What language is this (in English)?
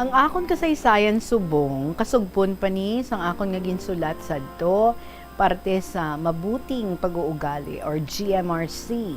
Hiligaynon